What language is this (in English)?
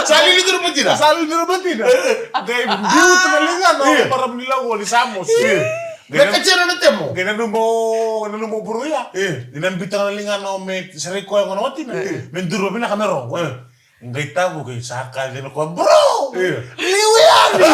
Fijian